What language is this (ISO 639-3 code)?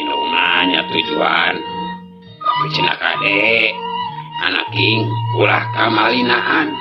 sun